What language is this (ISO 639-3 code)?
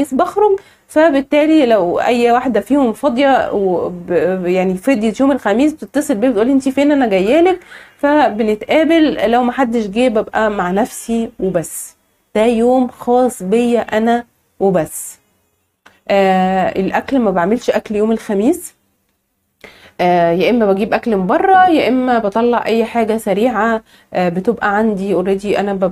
arz